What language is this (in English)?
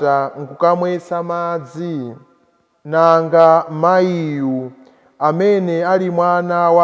Nyanja